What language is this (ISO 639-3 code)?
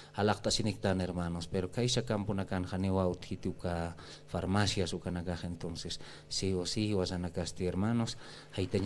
aym